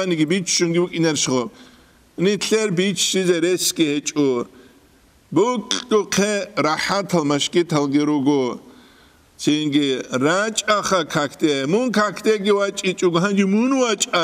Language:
Avaric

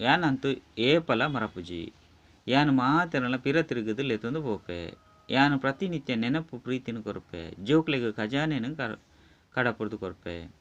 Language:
Tulu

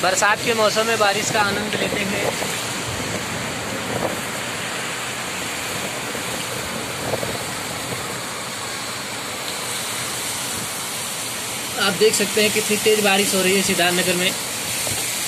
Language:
Hindi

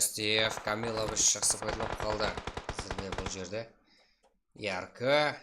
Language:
Kara-Kalpak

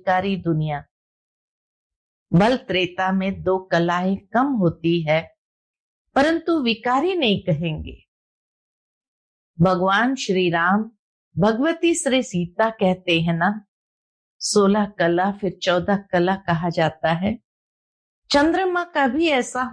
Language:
Hindi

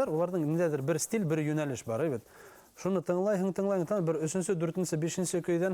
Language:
Bashkir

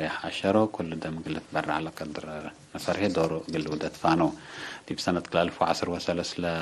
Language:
Tigre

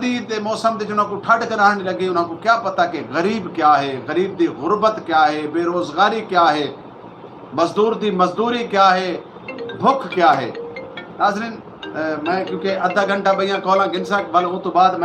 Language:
Saraiki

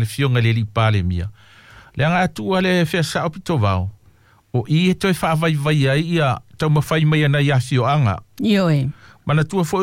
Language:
Samoan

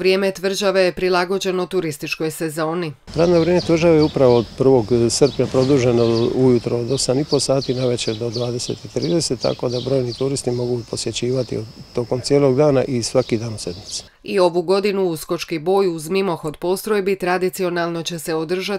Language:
Croatian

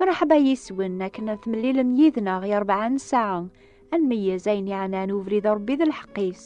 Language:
Kabyle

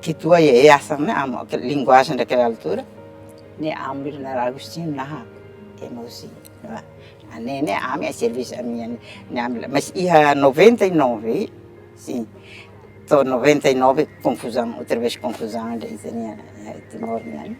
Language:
Tetum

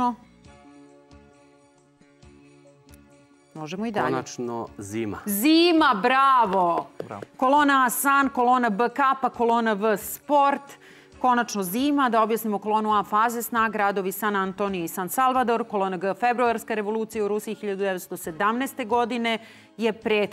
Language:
Serbian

